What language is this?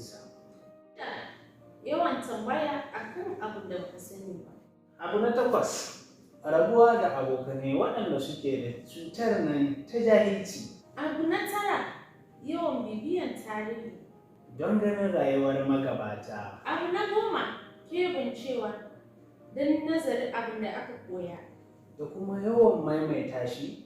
Hausa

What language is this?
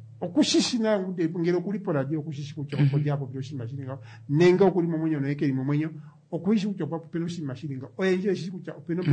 Kuanyama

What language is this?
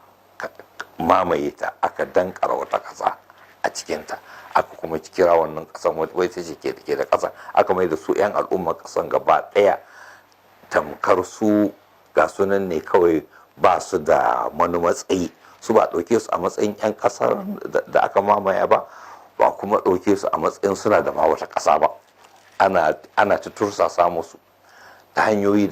Hausa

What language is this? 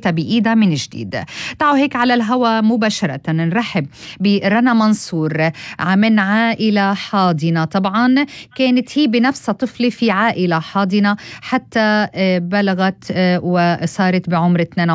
North Levantine Arabic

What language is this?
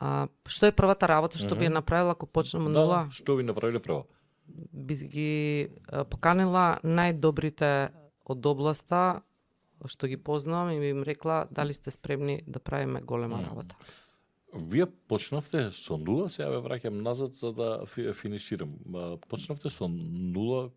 Macedonian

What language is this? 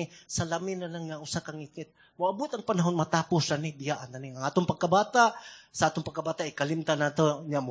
Cebuano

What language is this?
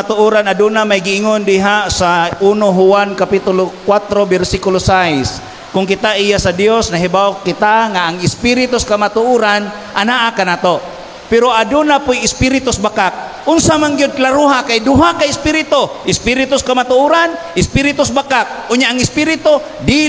Cebuano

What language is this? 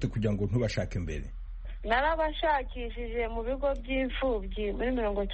Kinyarwanda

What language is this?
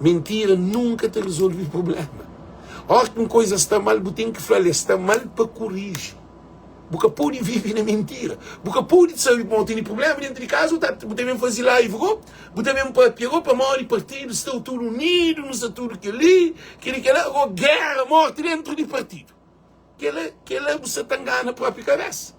Kabuverdianu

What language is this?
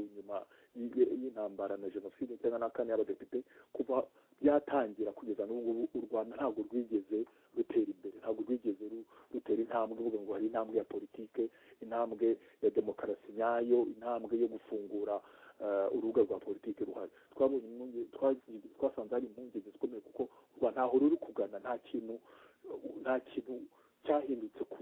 Kinyarwanda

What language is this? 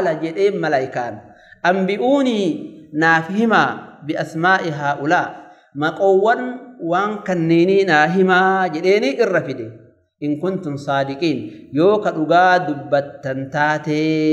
Oromo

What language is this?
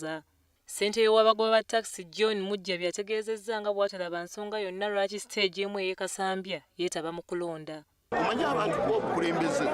Ganda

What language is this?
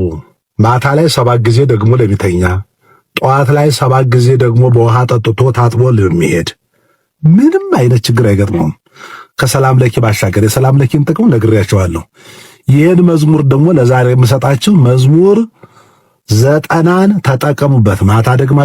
Amharic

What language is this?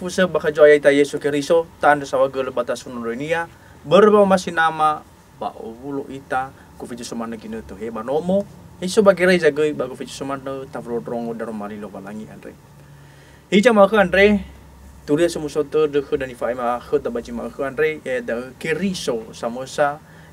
Nias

